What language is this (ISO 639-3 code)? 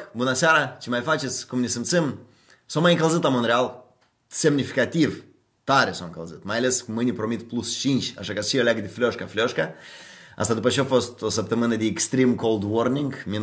ron